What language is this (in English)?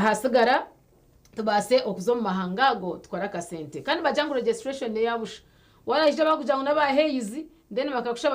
Nyankole